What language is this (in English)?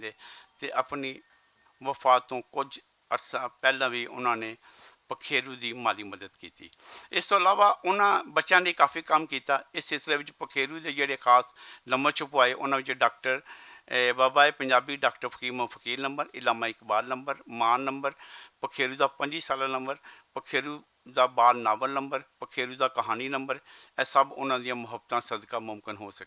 Western Panjabi